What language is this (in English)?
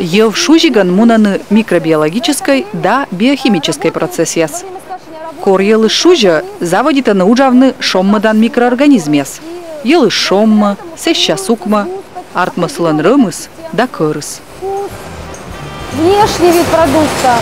Komi